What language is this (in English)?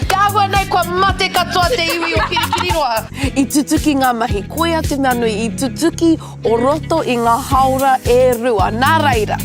Māori